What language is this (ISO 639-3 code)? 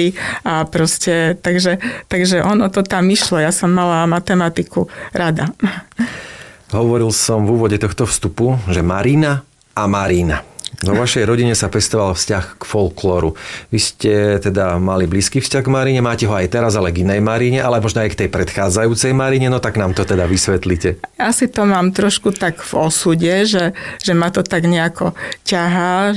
slk